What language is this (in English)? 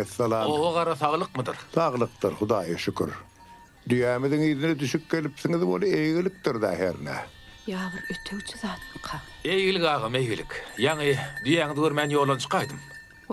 Turkmen